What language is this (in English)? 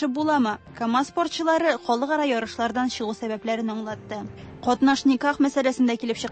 Tatar